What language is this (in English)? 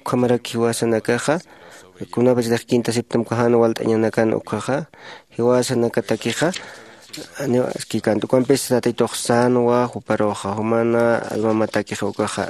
Aymara